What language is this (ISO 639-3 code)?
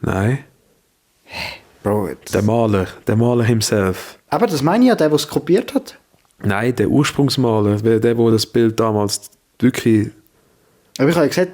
gsw